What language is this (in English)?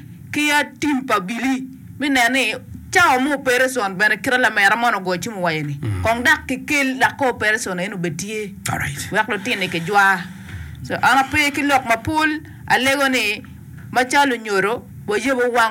Acoli